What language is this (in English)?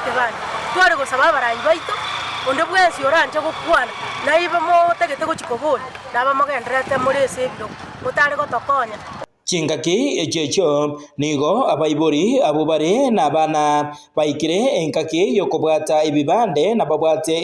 Gusii